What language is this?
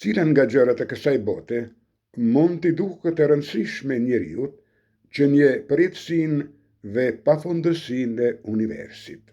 Albanian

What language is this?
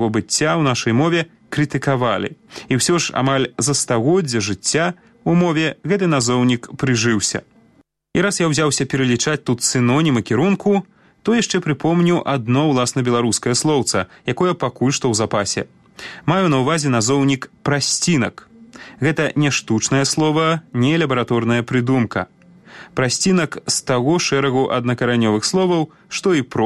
Belarusian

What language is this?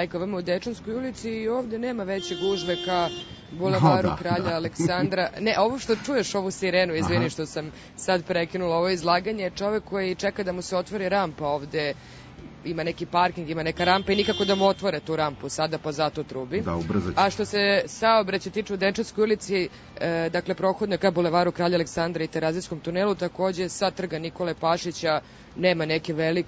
Serbian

